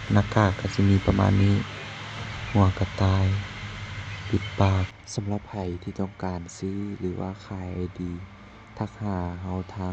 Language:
Lao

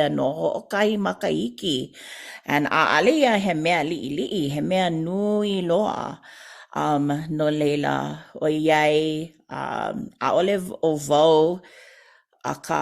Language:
Hawaiian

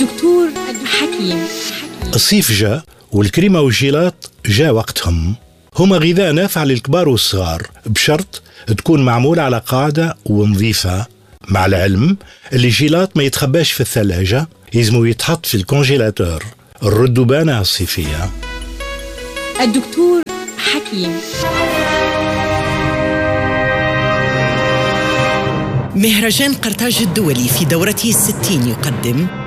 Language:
Tunisian Arabic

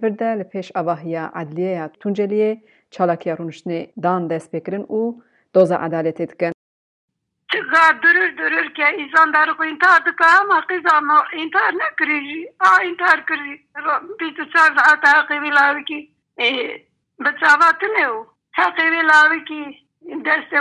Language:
Kurdish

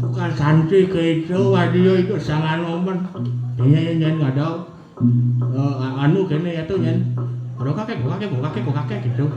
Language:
Balinese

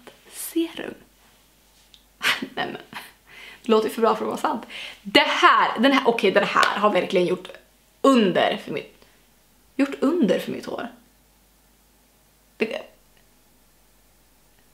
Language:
Swedish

